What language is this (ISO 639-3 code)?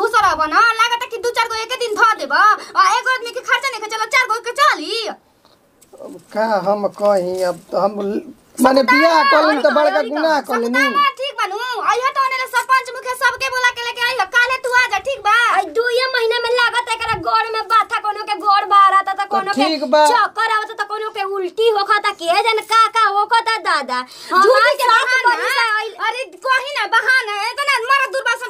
bho